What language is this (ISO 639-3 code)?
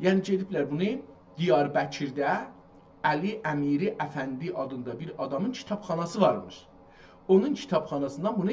azb